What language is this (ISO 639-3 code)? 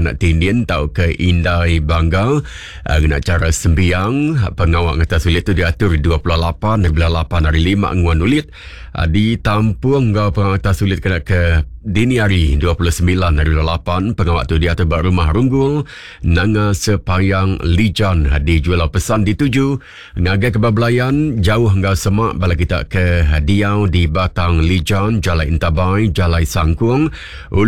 iba